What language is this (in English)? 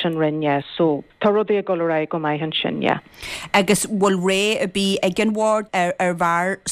Irish